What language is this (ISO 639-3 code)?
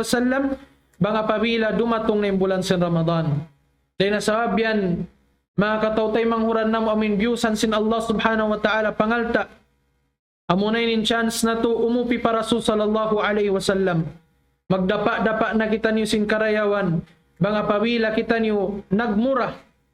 tsg